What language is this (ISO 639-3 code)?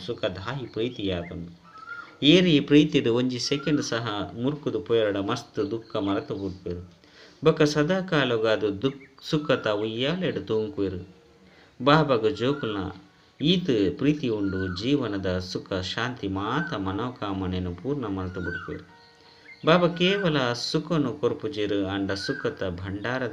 tcy